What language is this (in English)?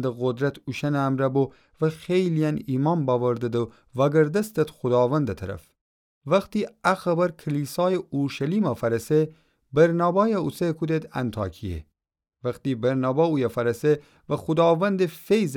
Gilaki